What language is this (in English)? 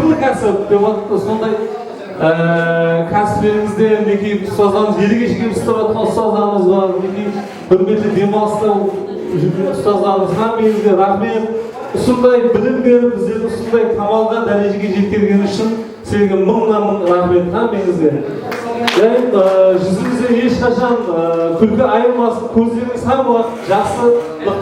Kara-Kalpak